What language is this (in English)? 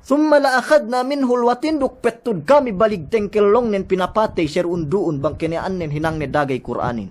Yakan